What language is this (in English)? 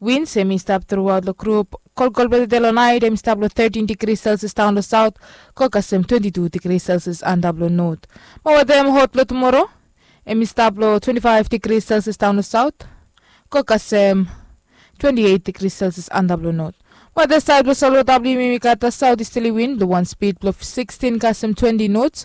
Bislama